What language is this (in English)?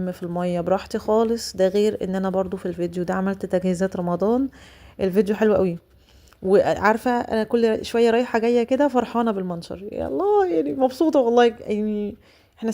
Egyptian Arabic